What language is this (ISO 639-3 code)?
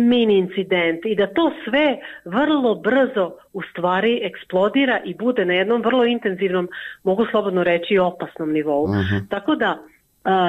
hrv